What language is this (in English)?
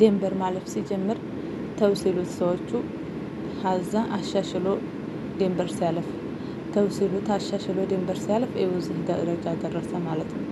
Amharic